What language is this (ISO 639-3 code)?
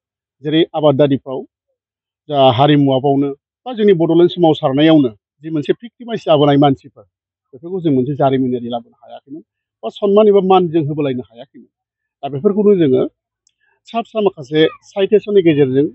brx